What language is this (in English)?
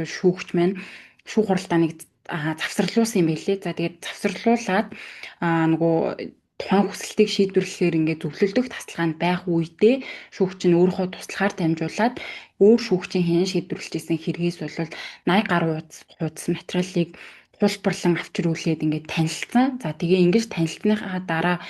Mongolian